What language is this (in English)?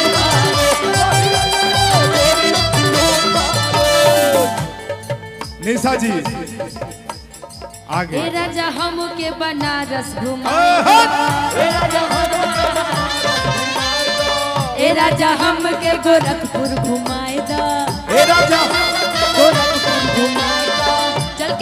Bhojpuri